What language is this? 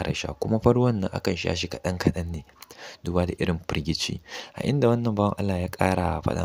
Hausa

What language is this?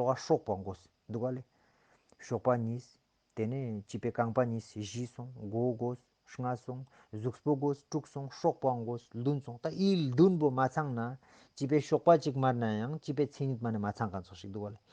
Ladakhi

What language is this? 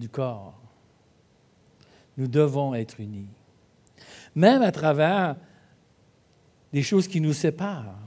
French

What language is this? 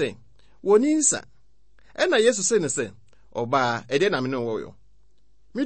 Akan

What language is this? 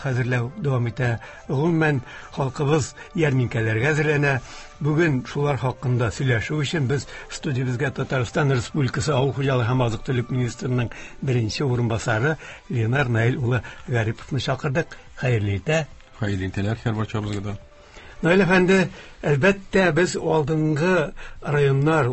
Tatar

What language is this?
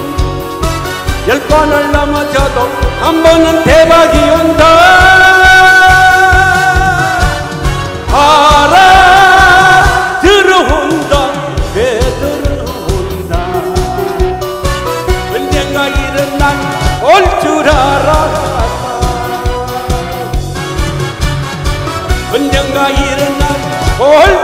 Korean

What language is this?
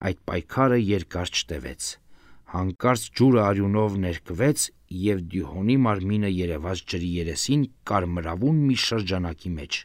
Armenian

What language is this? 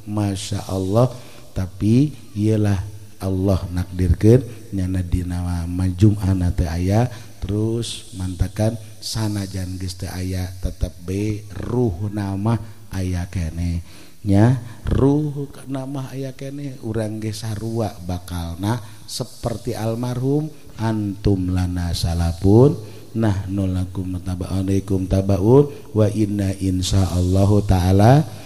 Sundanese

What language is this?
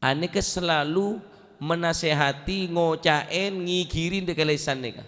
Madurese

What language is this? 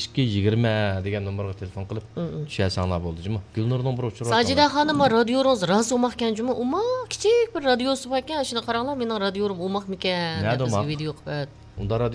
Uyghur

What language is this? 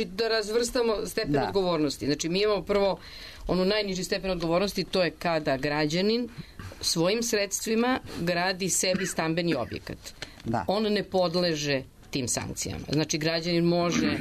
Serbian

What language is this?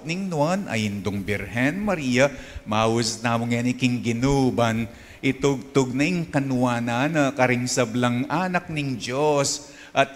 Pampanga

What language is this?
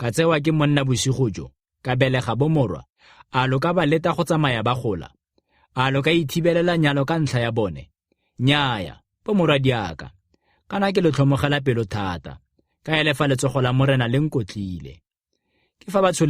Tswana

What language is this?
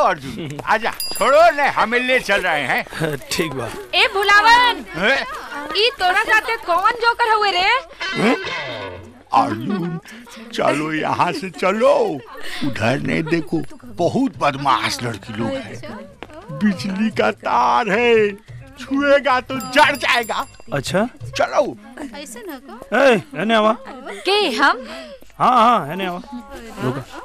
Bhojpuri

